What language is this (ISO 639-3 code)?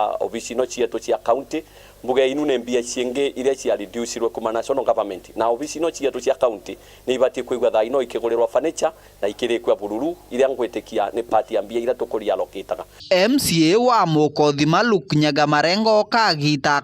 mer